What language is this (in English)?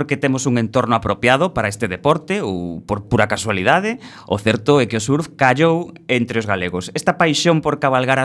Galician